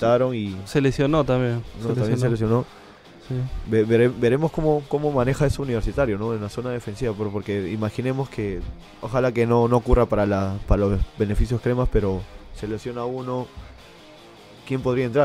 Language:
Spanish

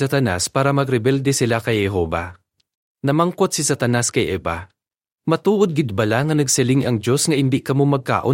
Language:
Hiligaynon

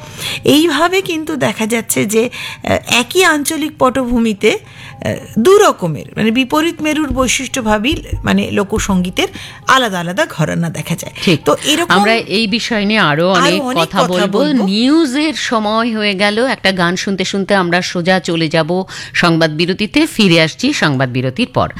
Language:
Bangla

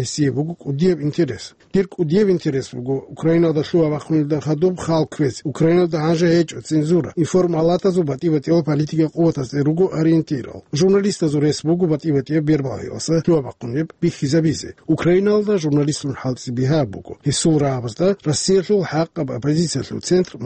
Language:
Avaric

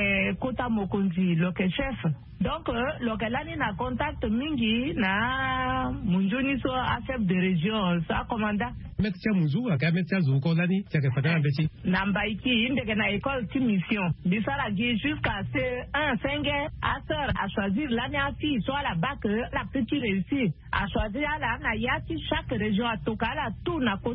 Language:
Sango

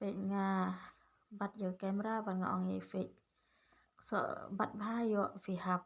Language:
Khasi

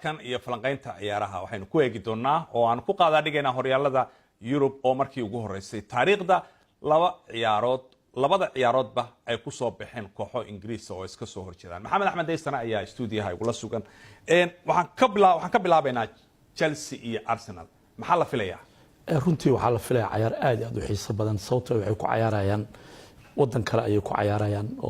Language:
Somali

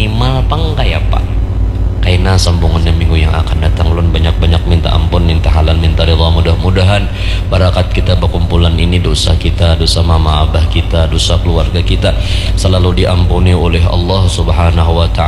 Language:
Banjar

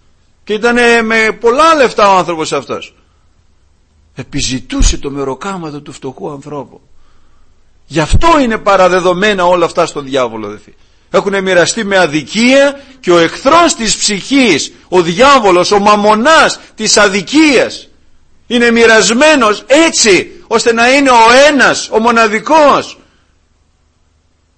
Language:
Greek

